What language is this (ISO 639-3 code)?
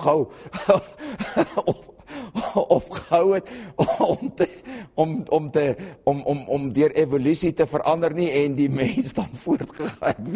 afr